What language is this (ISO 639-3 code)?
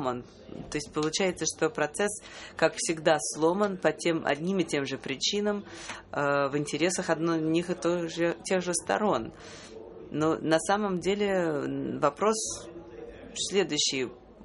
rus